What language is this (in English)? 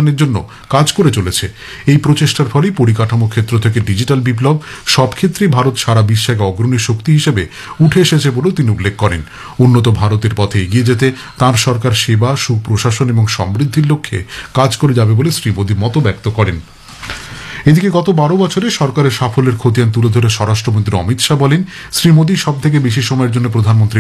Bangla